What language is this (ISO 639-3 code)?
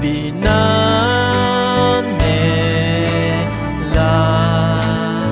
ahk